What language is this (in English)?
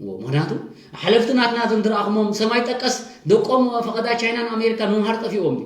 Tigrinya